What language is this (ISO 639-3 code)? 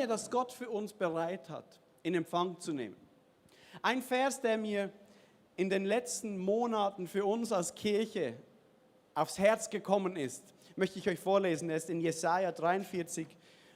gsw